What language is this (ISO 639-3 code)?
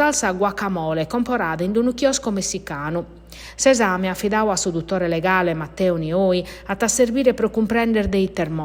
srd